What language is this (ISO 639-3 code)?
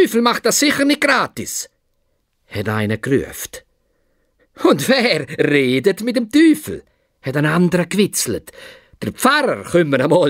gsw